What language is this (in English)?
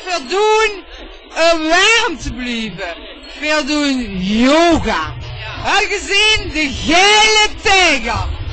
Limburgish